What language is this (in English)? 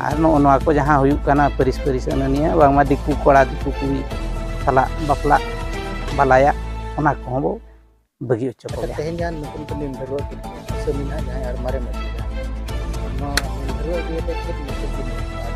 Santali